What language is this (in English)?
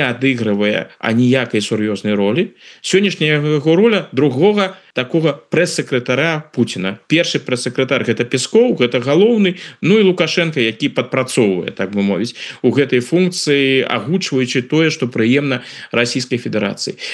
Belarusian